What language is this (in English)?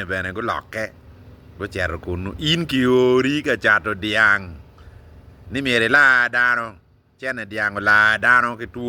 Acoli